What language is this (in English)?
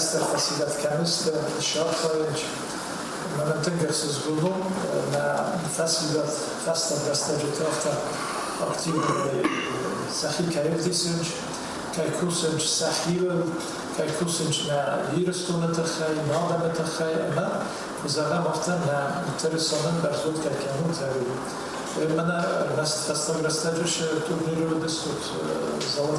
Ossetic